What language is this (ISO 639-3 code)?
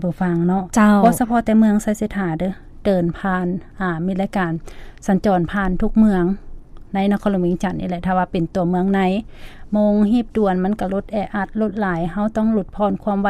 lao